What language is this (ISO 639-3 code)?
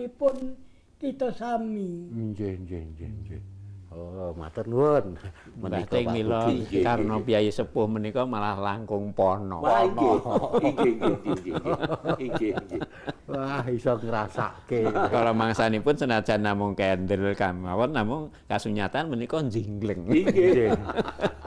jav